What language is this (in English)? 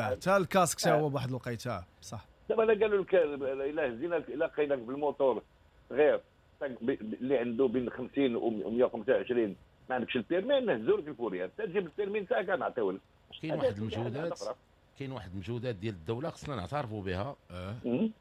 Moroccan Arabic